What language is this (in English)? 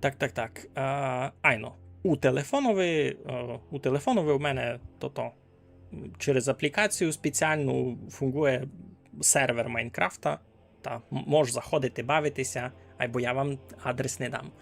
Rusyn